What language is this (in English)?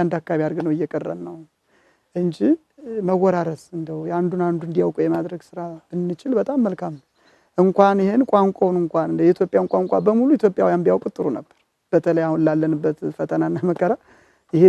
Amharic